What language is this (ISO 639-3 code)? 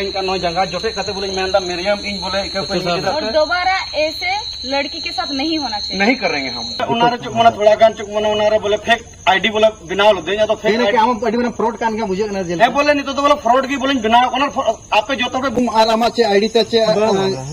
sat